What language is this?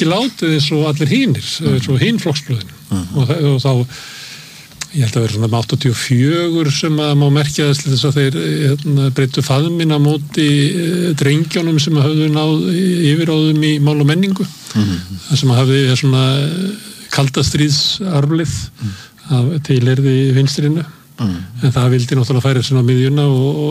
Icelandic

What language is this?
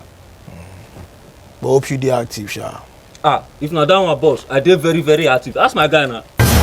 Nigerian Pidgin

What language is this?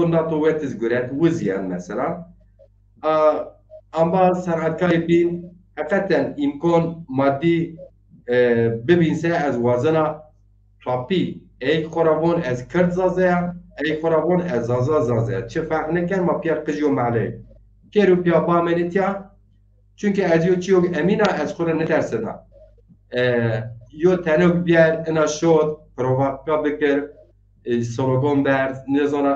Zaza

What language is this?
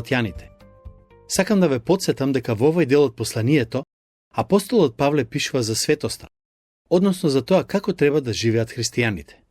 Macedonian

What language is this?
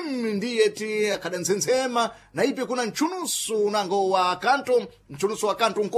Sena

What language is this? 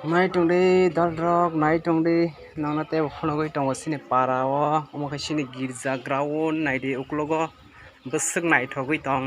Kok Borok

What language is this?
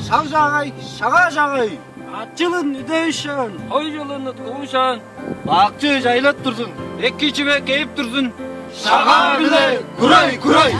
Tuvinian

